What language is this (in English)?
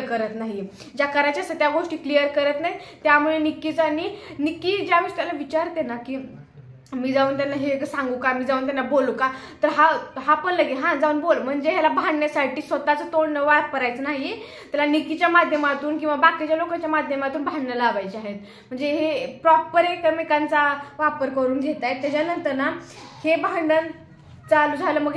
Marathi